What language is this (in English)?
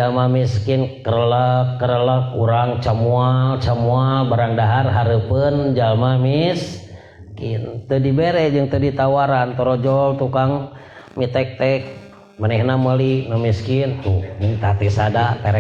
Sundanese